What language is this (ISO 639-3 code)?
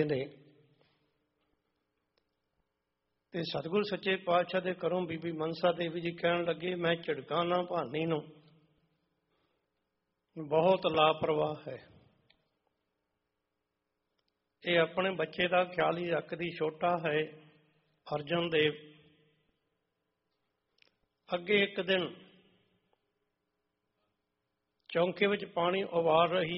pan